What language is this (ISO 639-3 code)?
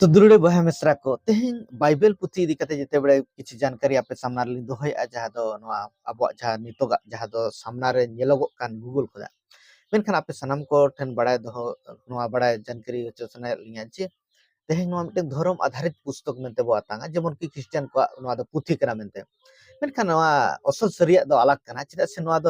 sat